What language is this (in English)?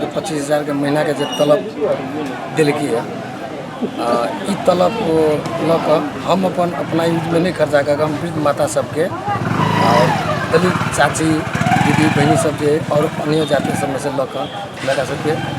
Maithili